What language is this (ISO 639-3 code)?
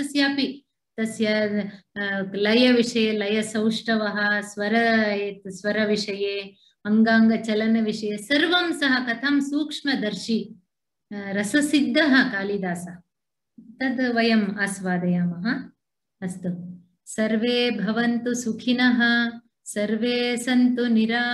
san